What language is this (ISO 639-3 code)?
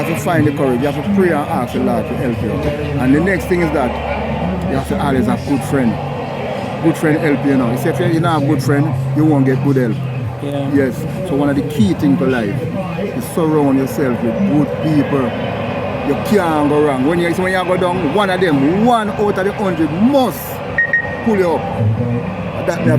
jam